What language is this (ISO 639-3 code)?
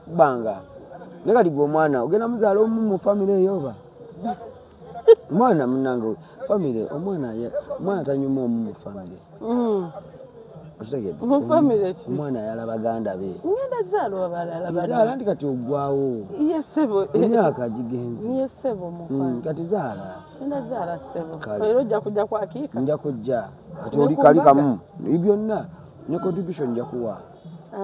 lug